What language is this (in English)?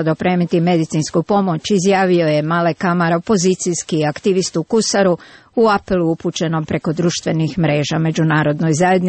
Croatian